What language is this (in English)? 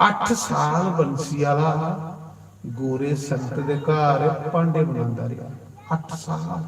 Dogri